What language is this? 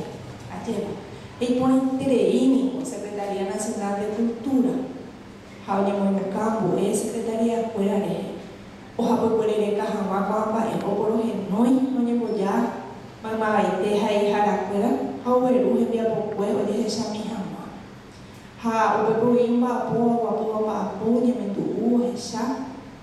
Guarani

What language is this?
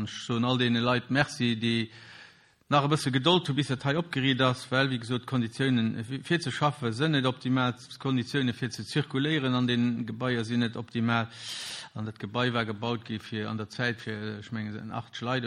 Luxembourgish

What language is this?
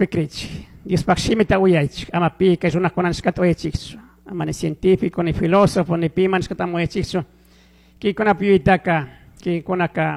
Chimborazo Highland Quichua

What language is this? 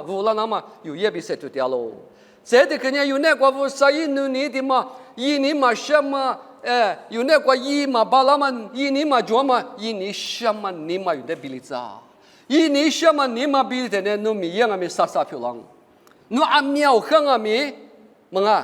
Lisu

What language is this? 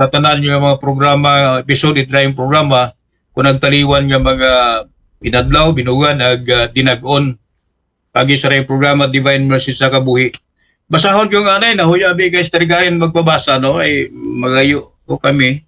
Aklanon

